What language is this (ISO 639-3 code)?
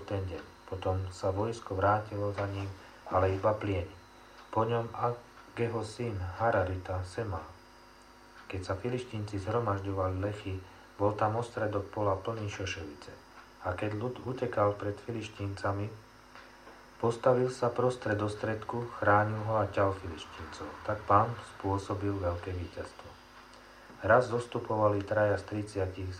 slk